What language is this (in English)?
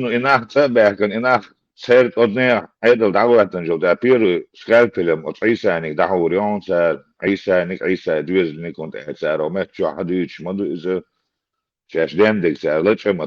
Chechen